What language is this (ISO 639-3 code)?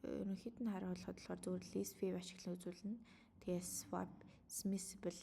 mon